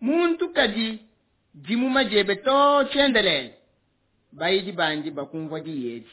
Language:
Luba-Lulua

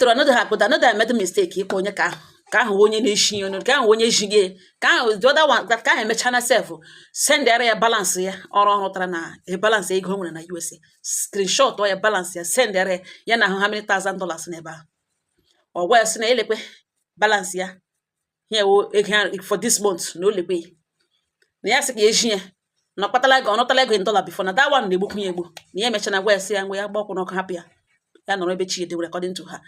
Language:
Igbo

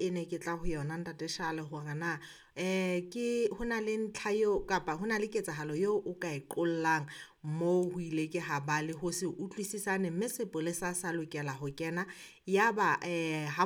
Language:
Southern Sotho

